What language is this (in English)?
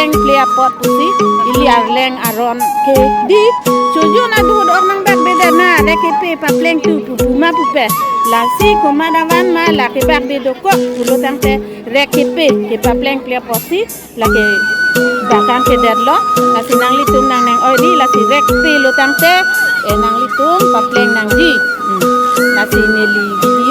Karbi